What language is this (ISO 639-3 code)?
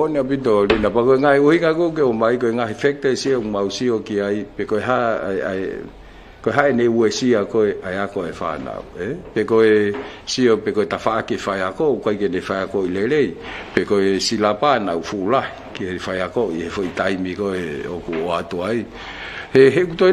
ton